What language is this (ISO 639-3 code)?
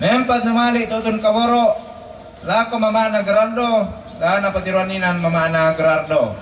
sda